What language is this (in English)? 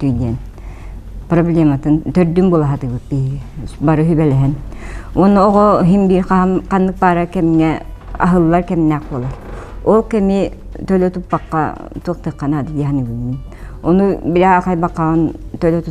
Yakut